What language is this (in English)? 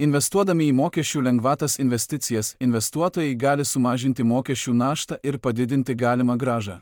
Lithuanian